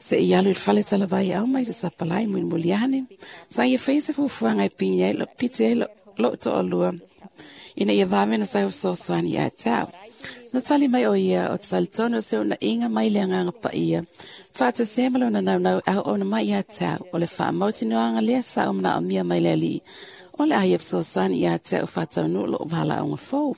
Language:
Samoan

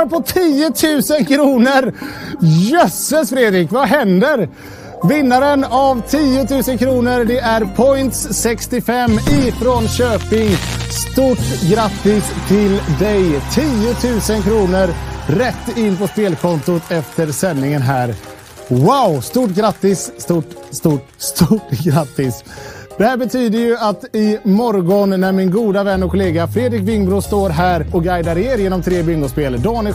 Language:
Swedish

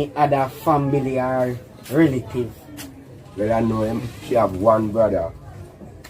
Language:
Jamaican Creole English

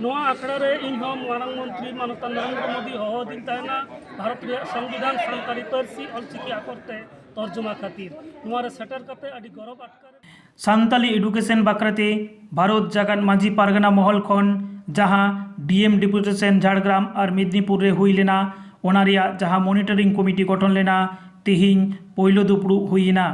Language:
Santali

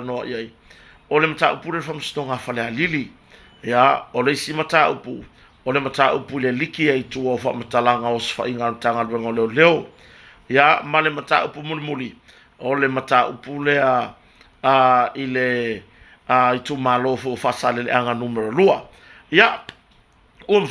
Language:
Samoan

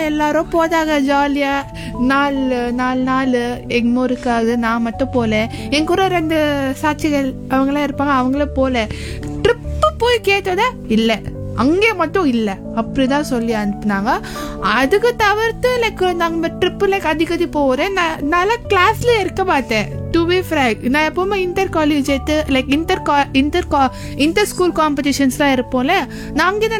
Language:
Tamil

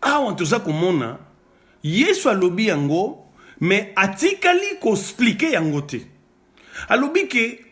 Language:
Lingala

